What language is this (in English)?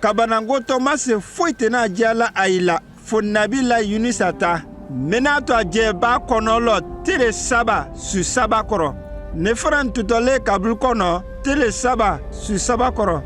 Konyanka Maninka